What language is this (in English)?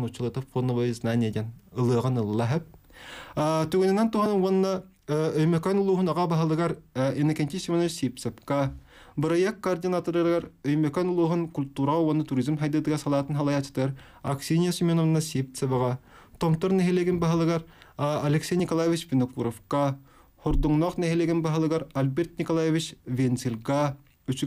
Yakut